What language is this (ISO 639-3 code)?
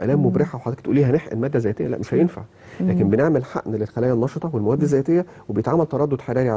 arz